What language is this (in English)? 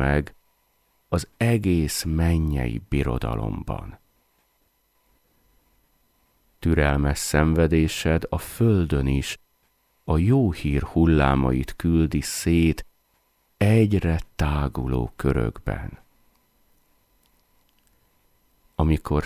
Hungarian